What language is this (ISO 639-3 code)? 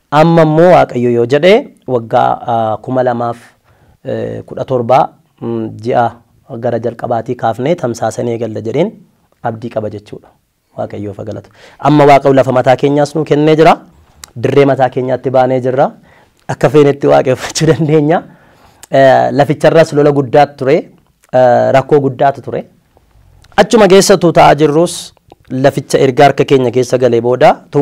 orm